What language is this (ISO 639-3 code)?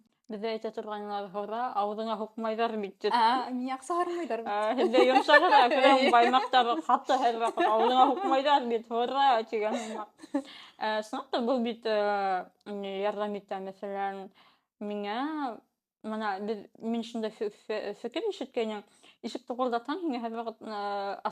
bak